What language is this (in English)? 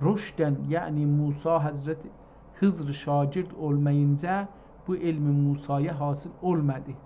South Azerbaijani